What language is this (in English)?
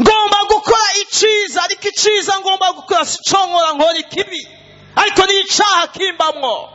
Rundi